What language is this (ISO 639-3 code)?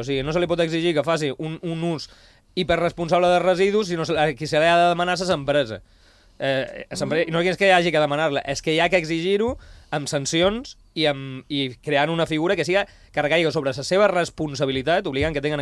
cat